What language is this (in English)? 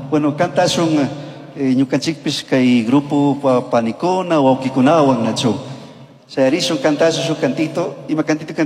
Chimborazo Highland Quichua